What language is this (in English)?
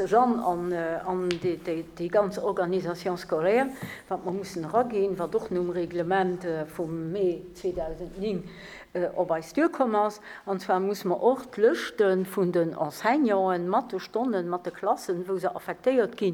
Luxembourgish